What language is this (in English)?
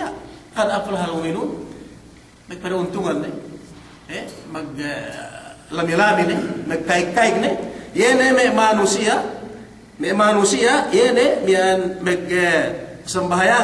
Yakan